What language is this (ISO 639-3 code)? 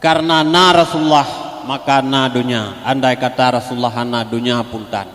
ace